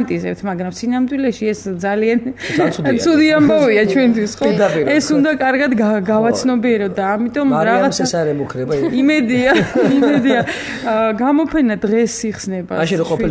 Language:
Georgian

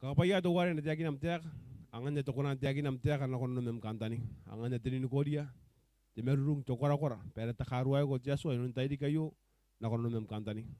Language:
Gilbertese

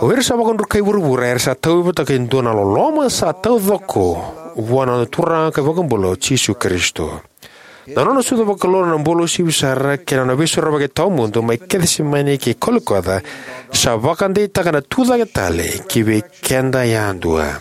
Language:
Fijian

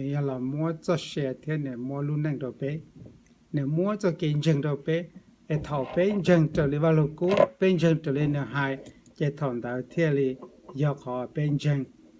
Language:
Hmong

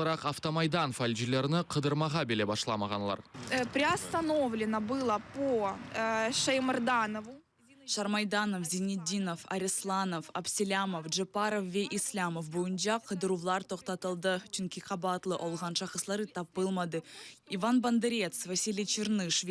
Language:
Crimean Tatar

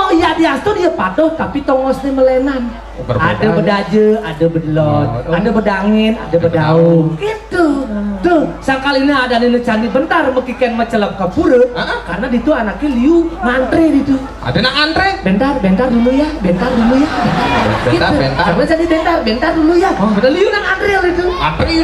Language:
Balinese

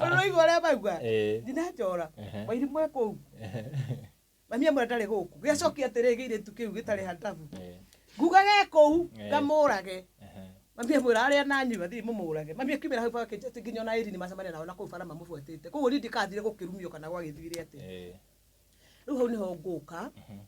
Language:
Kikuyu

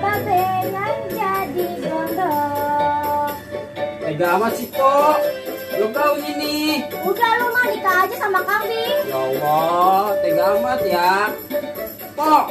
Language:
Betawi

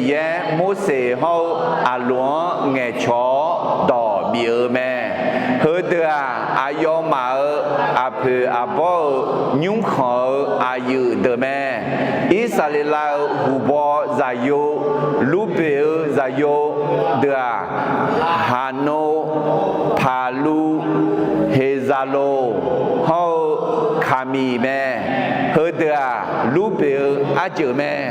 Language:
Akha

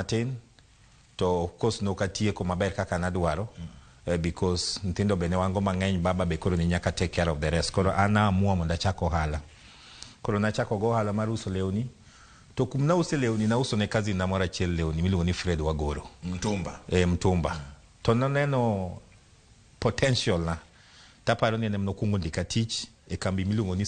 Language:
Luo (Kenya and Tanzania)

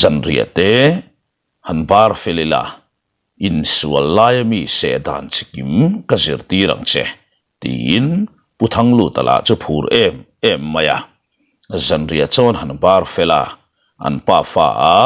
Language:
Mizo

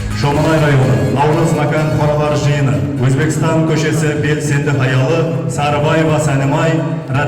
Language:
Kara-Kalpak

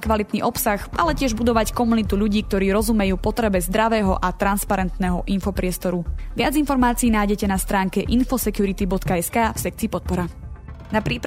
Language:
Slovak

